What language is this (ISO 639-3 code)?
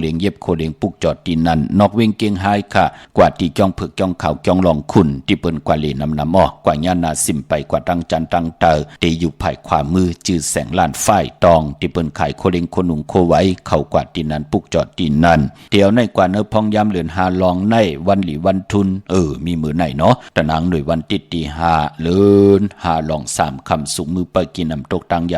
shn